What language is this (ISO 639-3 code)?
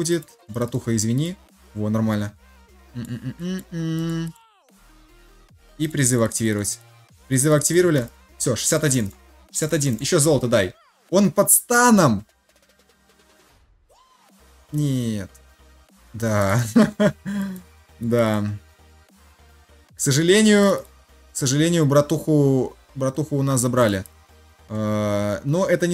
rus